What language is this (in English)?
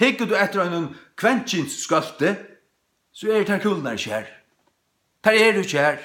Faroese